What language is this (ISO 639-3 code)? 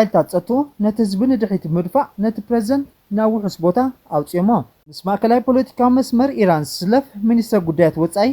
tir